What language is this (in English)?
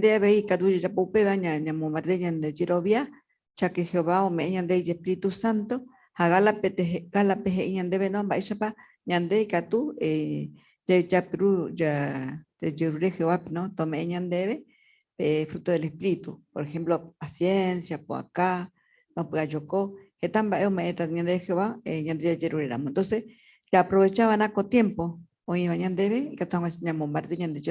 Guarani